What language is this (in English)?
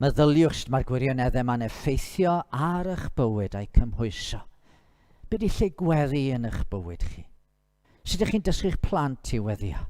Welsh